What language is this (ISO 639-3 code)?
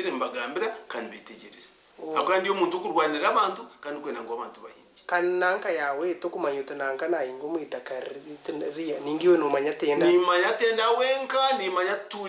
nyn